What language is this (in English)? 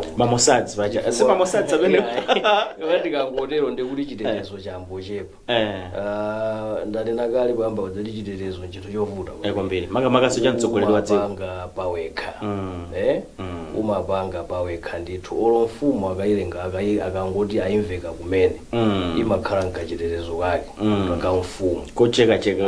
Nyanja